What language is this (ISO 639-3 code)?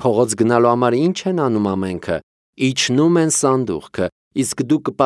hye